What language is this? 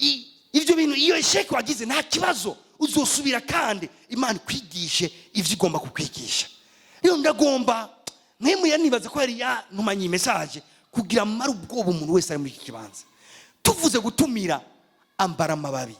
Rundi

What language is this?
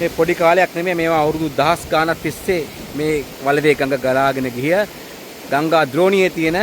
Sinhala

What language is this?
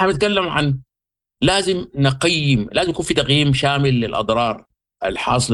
Sudanese Arabic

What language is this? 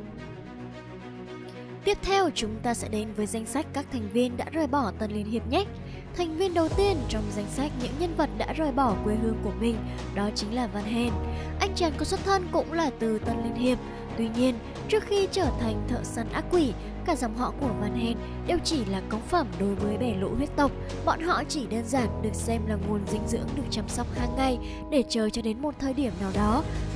Vietnamese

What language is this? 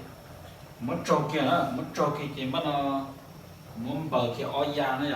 Hmong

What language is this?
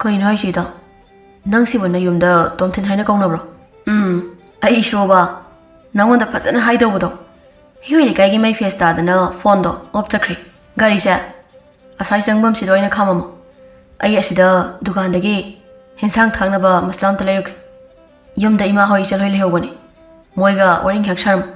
Manipuri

